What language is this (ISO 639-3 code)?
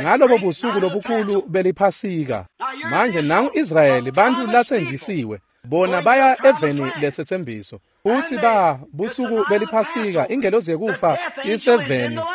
ssw